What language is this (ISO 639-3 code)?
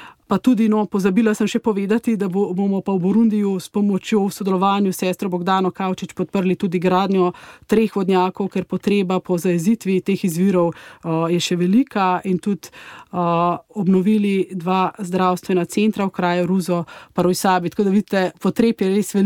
slv